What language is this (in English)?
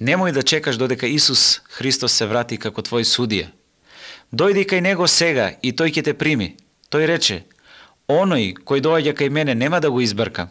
Macedonian